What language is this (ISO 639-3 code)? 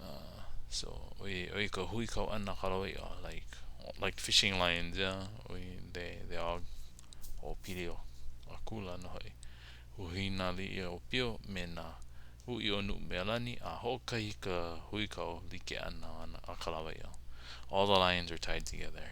haw